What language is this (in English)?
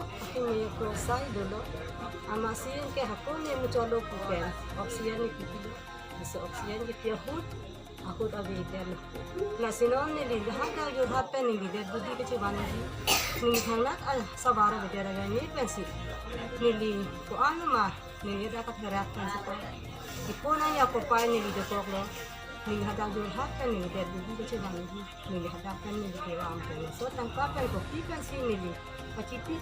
Karbi